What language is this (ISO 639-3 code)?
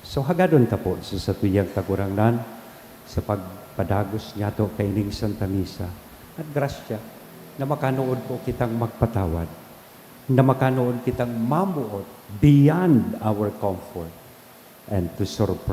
bik